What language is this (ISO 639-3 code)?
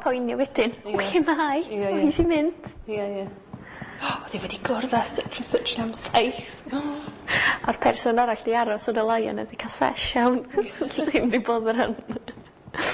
cym